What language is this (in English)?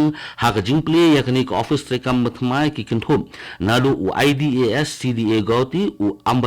Khasi